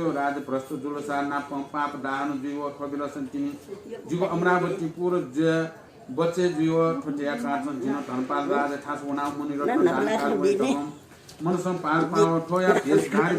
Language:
Newari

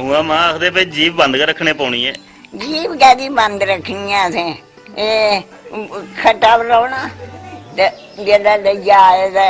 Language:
Dogri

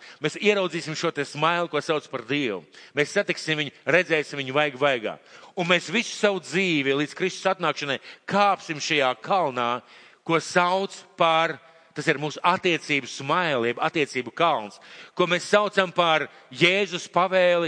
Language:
Latvian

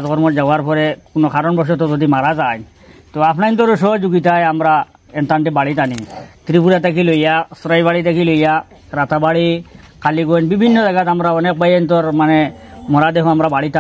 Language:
Sylheti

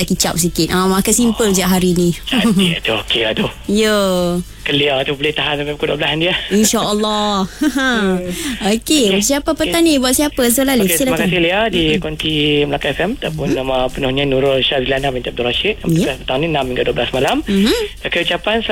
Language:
Malay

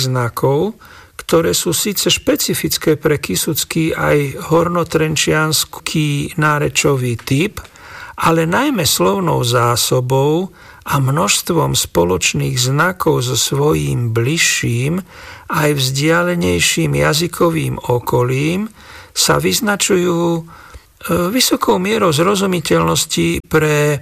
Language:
Slovak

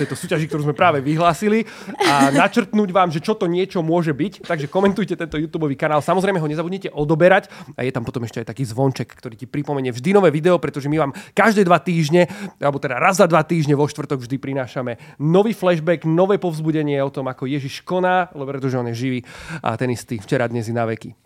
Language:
Slovak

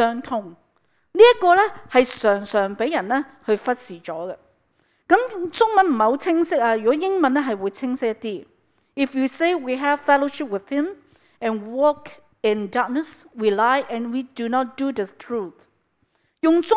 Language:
Cantonese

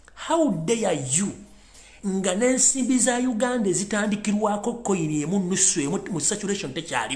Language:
Ganda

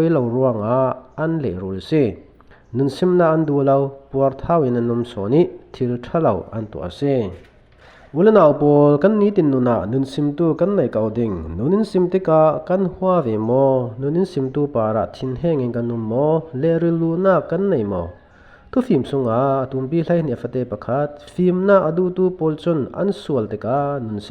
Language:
Falam Chin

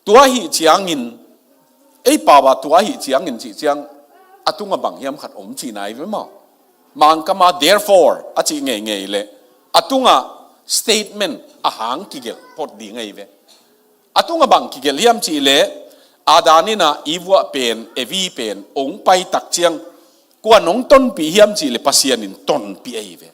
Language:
Tedim Chin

